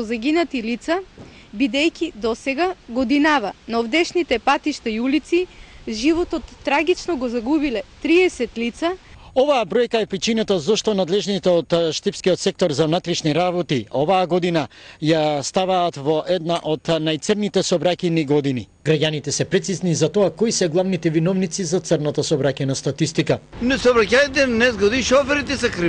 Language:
Macedonian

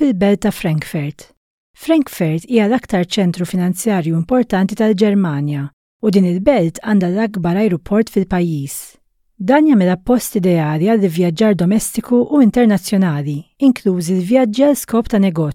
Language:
Maltese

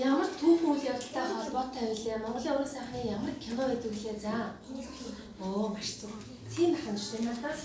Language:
Mongolian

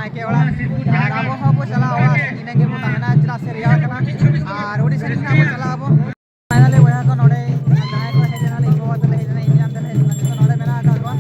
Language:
Santali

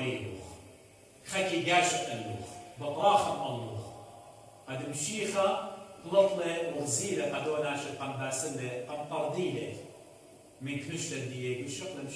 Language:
Assyrian Neo-Aramaic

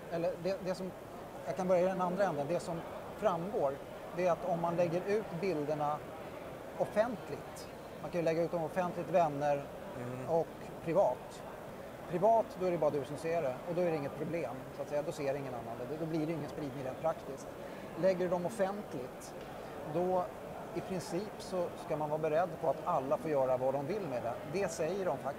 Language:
Swedish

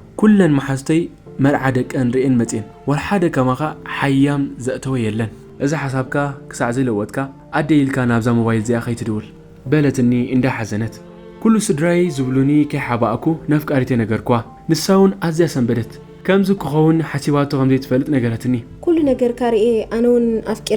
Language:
Tigrinya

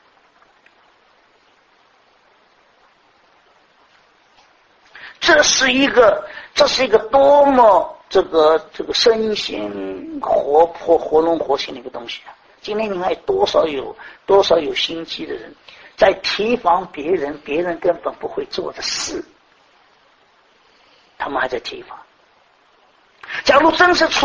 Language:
Chinese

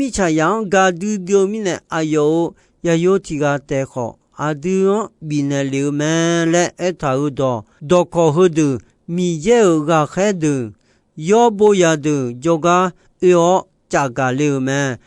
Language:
Akha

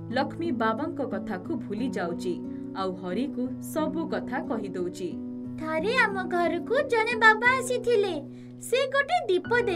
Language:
Odia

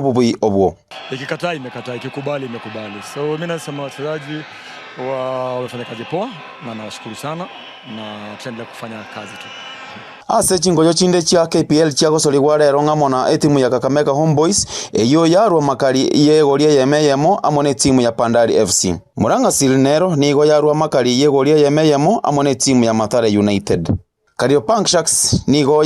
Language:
Gusii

